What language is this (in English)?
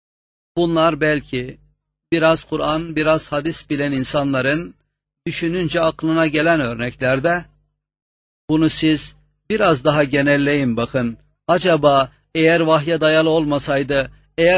Turkish